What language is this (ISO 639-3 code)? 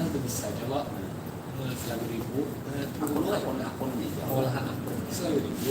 bjn